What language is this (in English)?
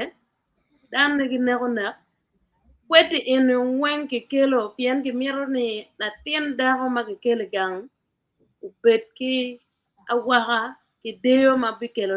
Acoli